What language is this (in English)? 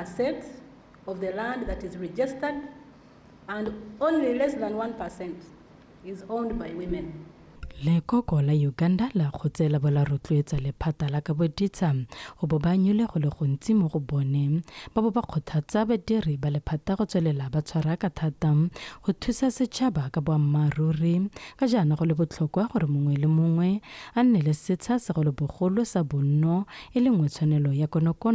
Tswana